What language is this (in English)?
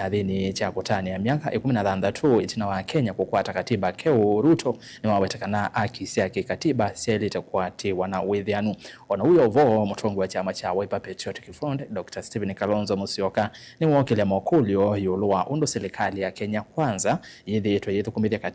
Kamba